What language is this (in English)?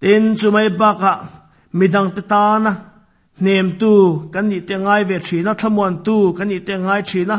Mizo